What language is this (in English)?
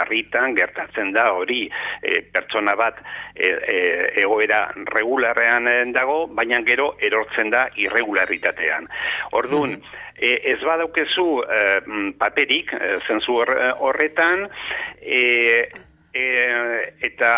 Basque